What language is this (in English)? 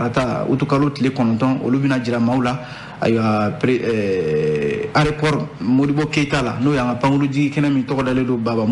Bambara